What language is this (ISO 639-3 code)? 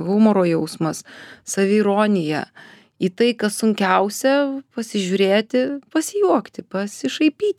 lit